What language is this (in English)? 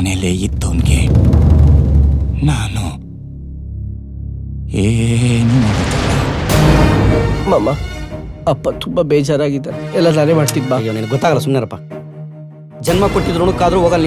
Kannada